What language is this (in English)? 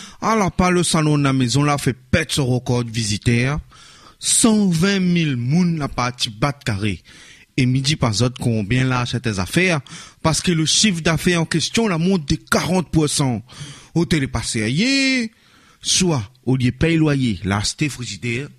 Réunion Creole French